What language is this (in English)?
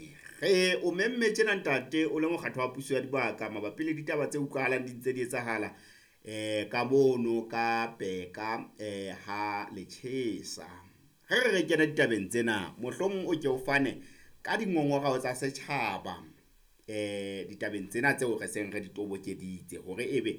Southern Sotho